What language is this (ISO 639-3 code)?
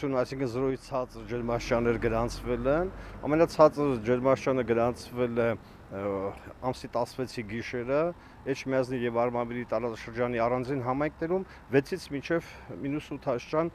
hye